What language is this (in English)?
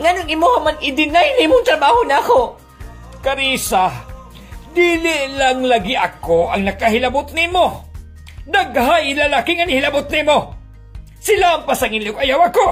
Cebuano